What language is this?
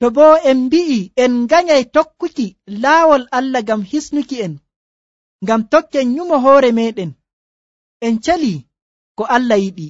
Nigerian Fulfulde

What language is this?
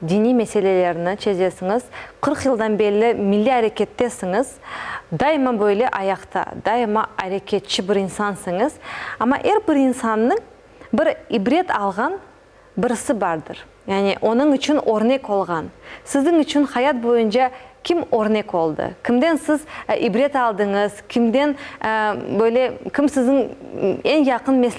Crimean Tatar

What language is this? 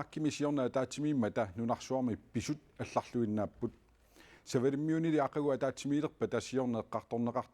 Kalaallisut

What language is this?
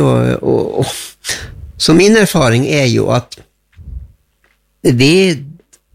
Norwegian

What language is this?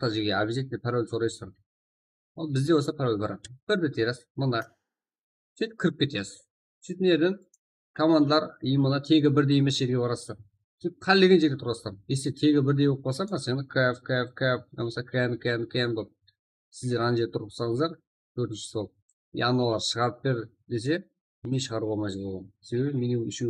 Kara-Kalpak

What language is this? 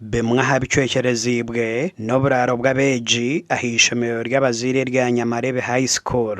Nyankole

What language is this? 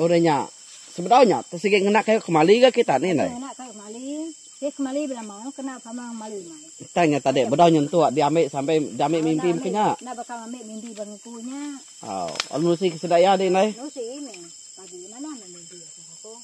Iban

